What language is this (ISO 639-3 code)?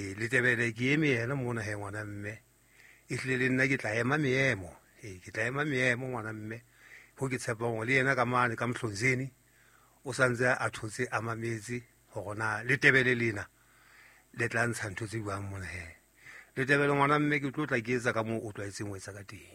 sot